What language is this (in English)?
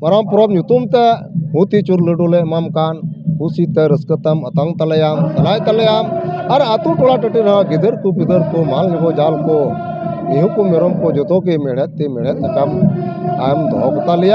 Santali